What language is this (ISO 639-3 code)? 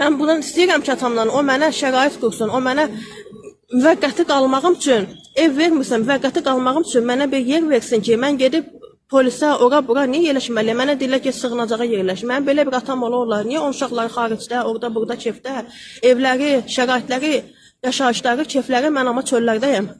aze